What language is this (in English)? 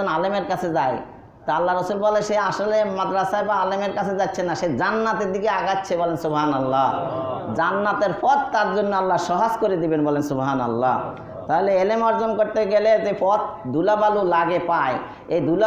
Bangla